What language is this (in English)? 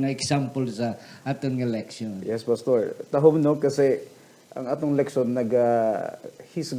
Hiligaynon